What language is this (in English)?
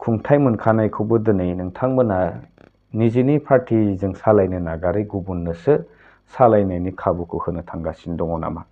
Bodo